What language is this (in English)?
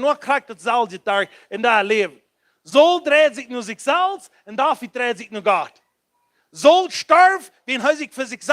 Plautdietsch